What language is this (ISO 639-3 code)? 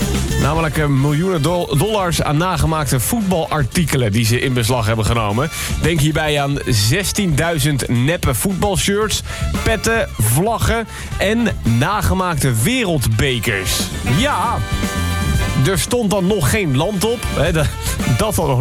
nld